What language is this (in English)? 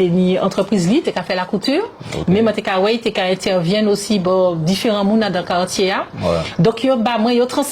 Guadeloupean Creole French